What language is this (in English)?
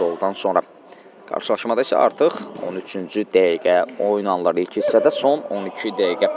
Azerbaijani